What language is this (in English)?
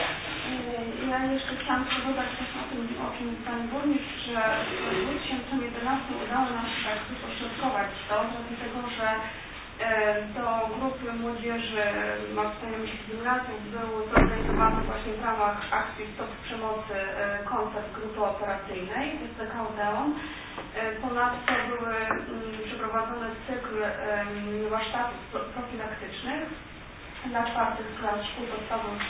Polish